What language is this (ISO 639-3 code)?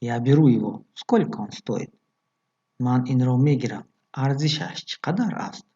tgk